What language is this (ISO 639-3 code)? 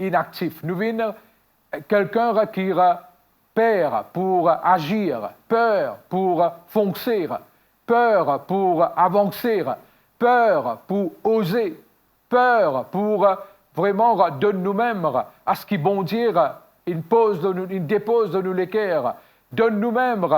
mfe